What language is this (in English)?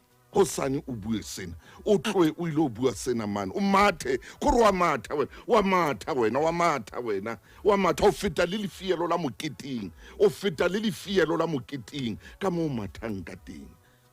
Southern Sotho